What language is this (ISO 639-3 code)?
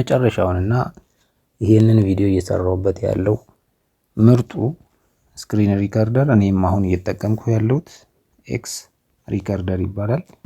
amh